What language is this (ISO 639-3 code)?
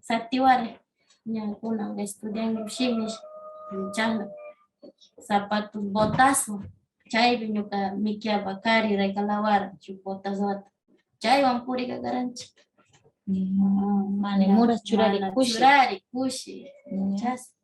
qvz